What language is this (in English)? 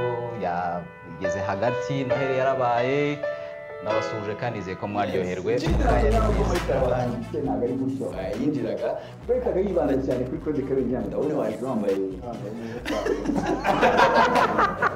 Kinyarwanda